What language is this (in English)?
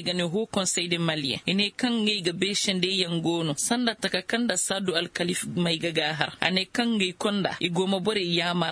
Koyraboro Senni